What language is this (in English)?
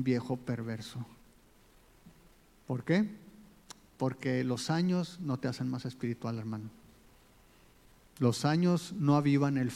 Spanish